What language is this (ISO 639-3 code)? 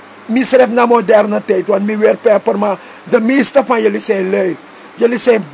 srn